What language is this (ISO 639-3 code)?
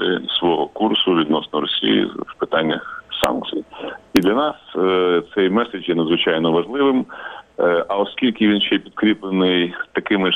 ukr